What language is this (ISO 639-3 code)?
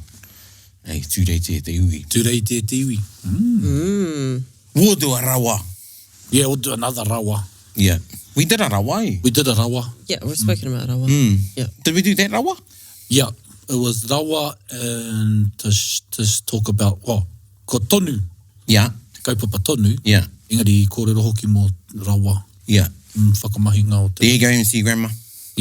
mri